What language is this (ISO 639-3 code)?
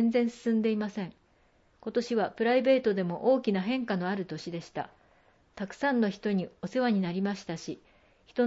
jpn